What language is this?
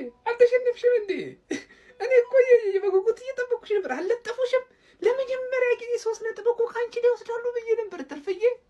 Amharic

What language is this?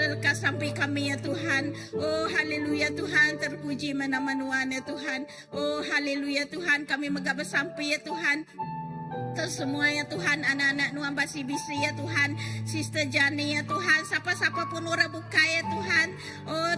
Iban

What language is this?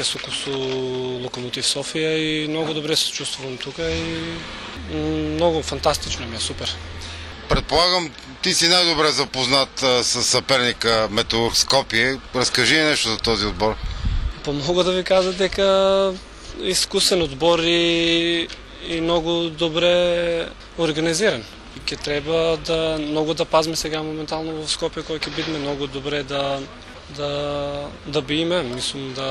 Macedonian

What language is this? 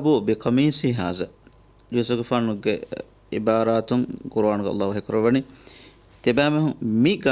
Divehi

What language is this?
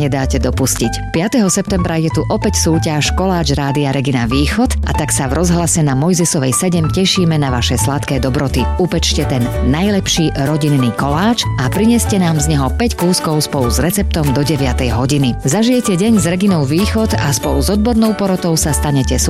Slovak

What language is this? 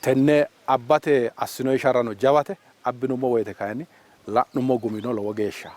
Sidamo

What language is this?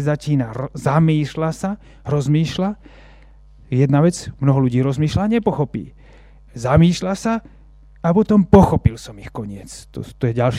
Slovak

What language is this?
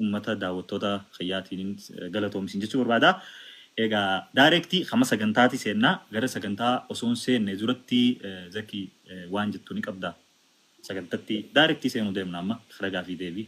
Oromo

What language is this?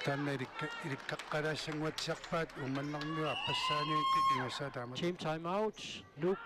Kalaallisut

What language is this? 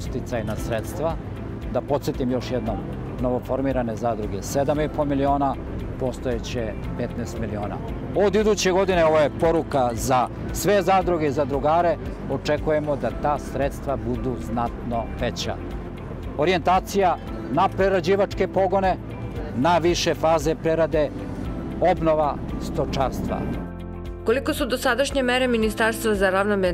Serbian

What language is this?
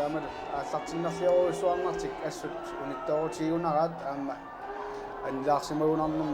Kalaallisut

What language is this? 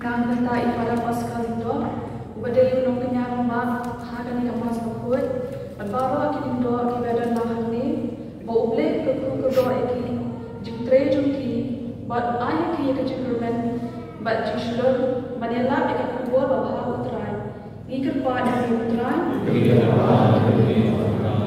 Khasi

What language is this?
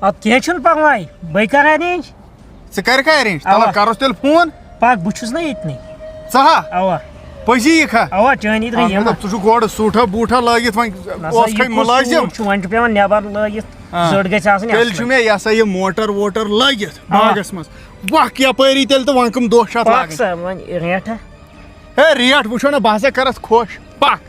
Kashmiri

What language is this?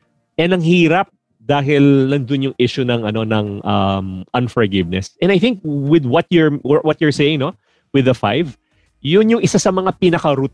Filipino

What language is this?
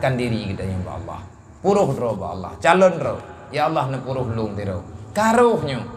Achinese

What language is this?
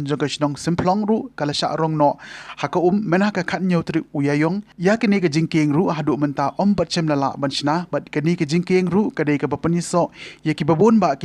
Khasi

